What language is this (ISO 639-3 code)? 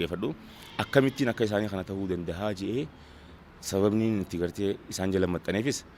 orm